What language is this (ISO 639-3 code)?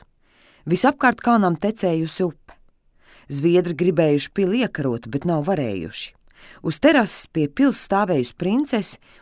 lav